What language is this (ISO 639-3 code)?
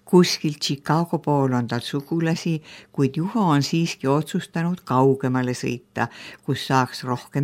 est